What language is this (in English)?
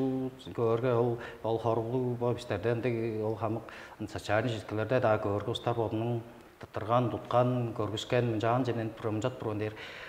Tuvinian